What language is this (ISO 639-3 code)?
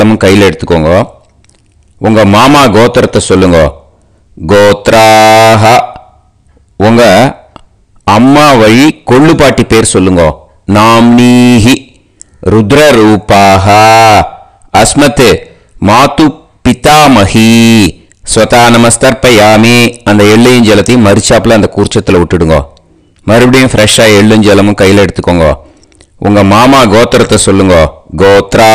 tam